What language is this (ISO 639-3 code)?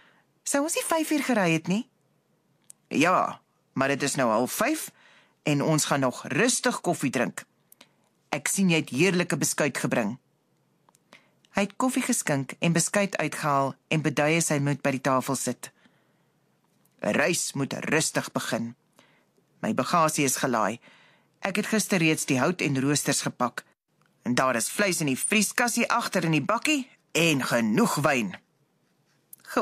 afr